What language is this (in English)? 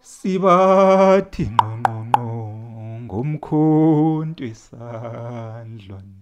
Zulu